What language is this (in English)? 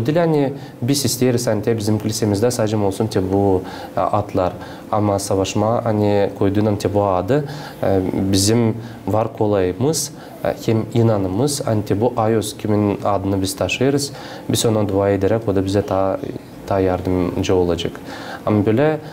Gagauz